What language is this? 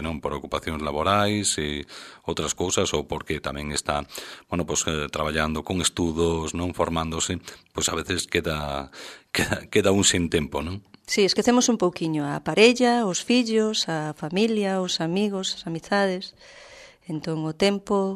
Galician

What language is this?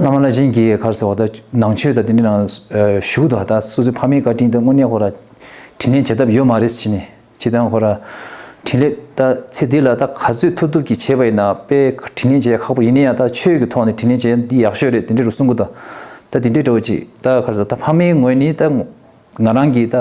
Tibetan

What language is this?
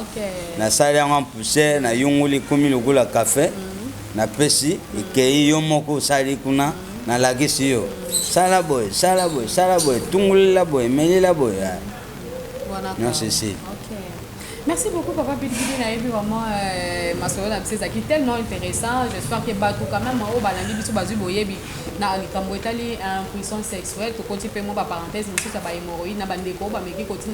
Lingala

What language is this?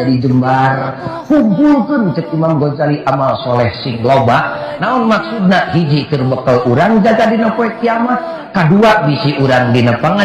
Sundanese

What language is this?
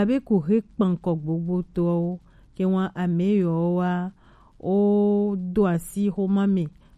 Gen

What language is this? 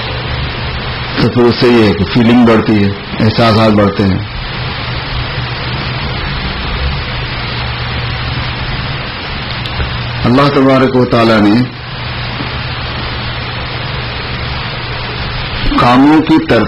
Urdu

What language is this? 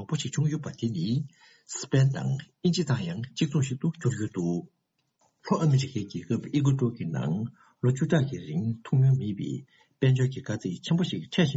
Tibetan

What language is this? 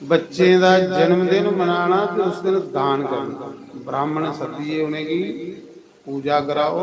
Dogri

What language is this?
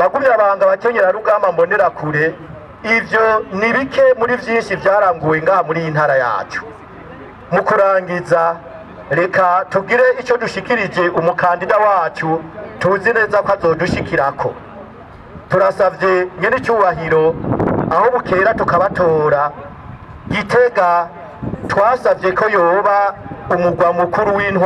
Rundi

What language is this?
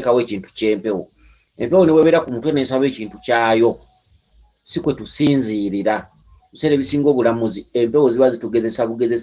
Ganda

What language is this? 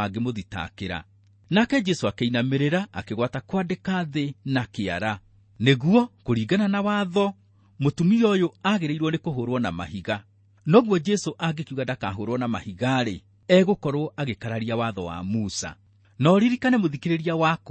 Kikuyu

